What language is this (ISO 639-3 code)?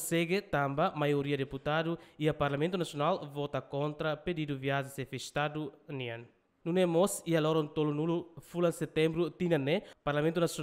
tet